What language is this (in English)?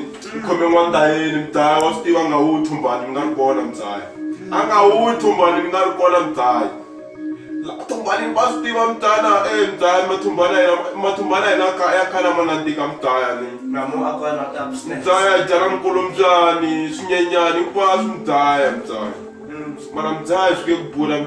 Tsonga